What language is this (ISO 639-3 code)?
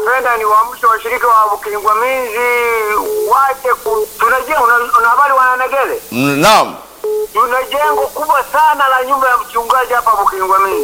swa